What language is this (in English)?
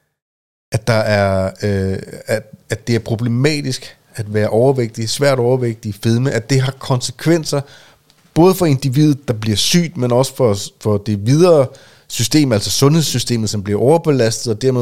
Danish